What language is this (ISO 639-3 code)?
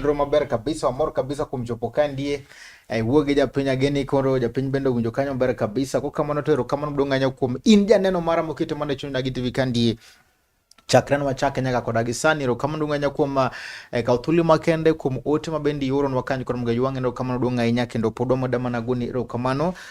luo